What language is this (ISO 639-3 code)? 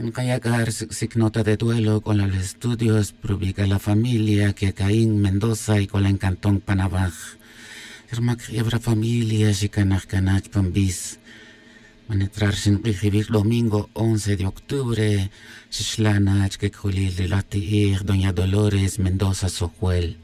tzj